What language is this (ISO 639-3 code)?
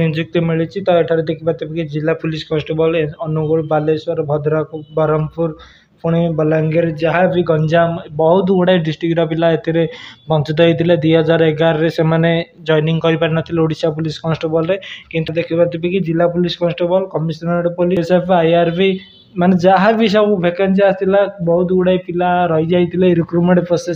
ori